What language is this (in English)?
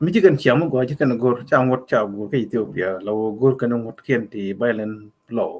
Nuer